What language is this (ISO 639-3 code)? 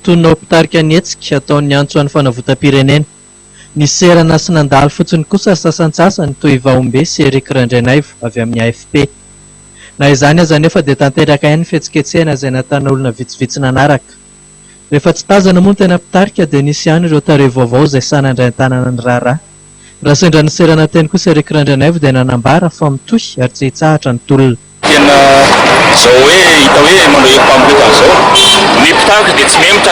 mlg